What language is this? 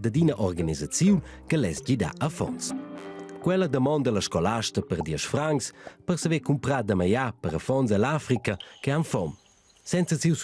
Romansh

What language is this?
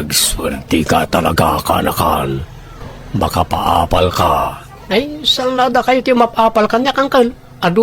Iloko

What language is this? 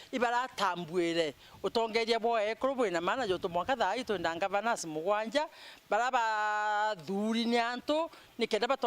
Meru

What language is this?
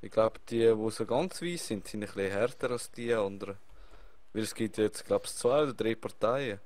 Swiss German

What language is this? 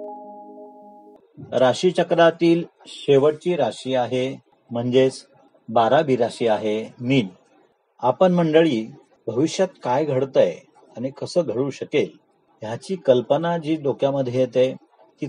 Marathi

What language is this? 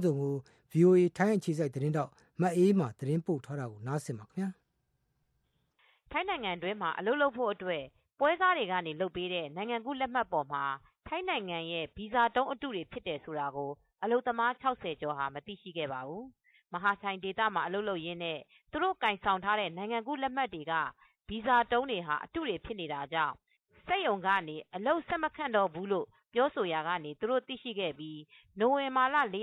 Burmese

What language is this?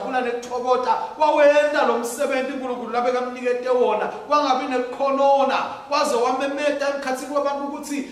Swati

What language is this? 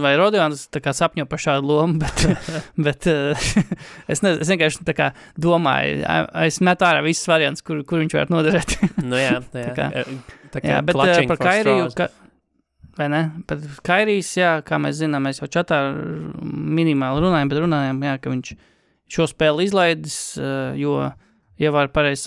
Latvian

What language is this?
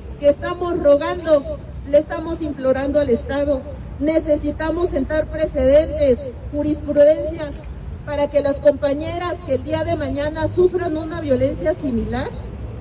Spanish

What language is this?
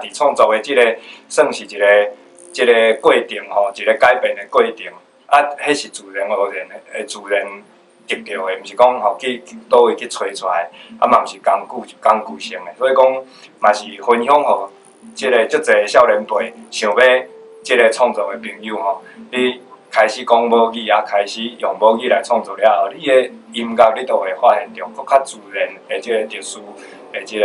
Min Nan Chinese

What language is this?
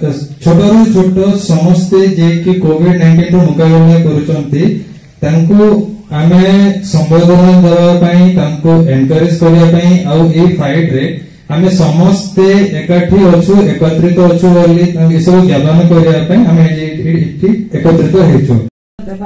Odia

